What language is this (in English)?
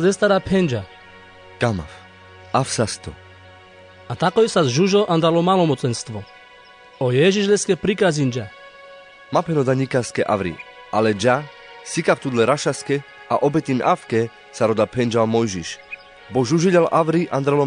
Carpathian Romani